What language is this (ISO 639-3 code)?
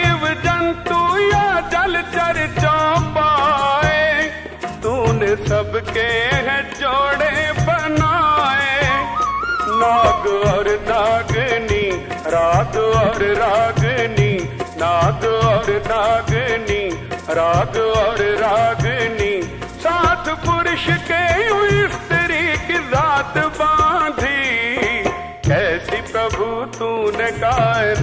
hin